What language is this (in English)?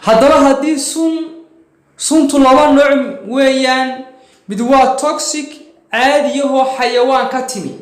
Somali